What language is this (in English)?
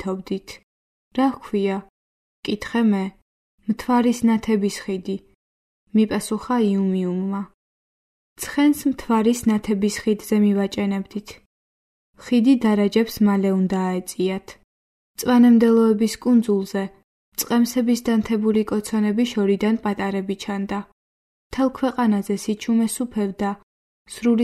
Georgian